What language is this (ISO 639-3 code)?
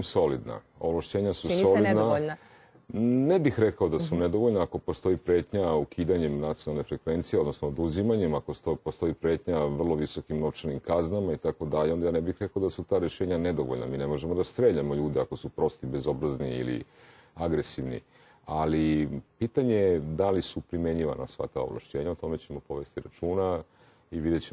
srp